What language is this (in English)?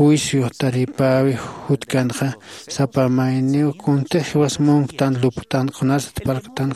Aymara